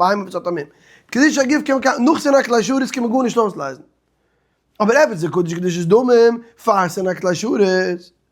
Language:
Yiddish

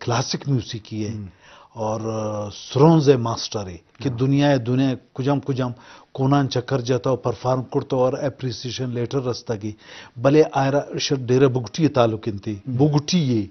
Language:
Eastern Balochi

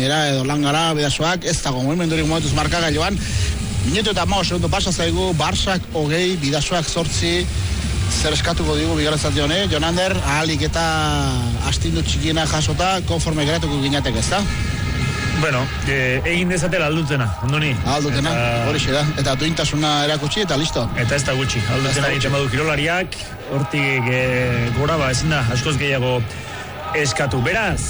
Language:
Basque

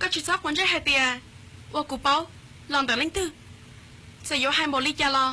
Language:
Hmong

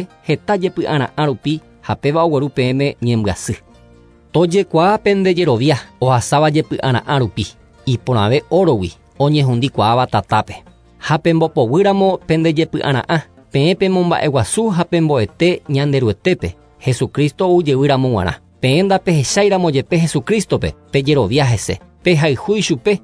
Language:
Guarani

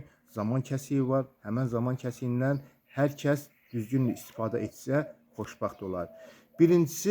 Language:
Azerbaijani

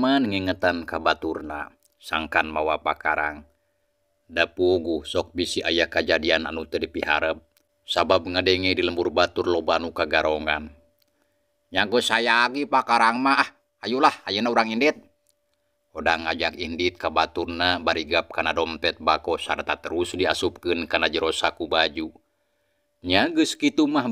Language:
Sundanese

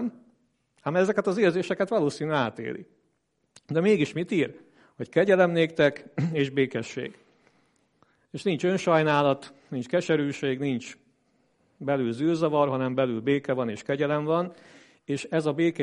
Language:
Hungarian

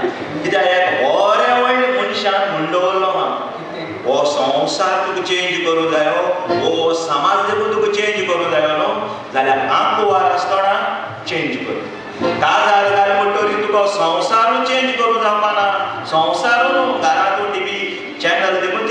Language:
Konkani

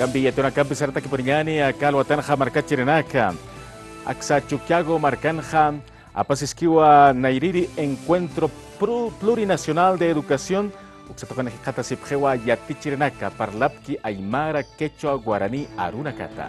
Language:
Aymara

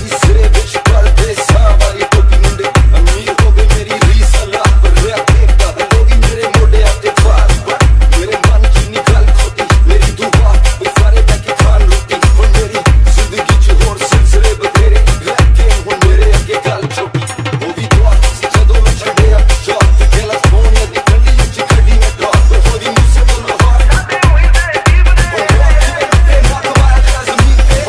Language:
Punjabi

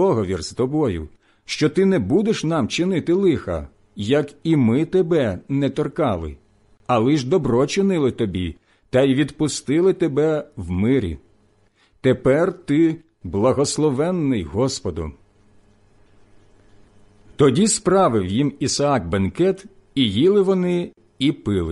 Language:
Ukrainian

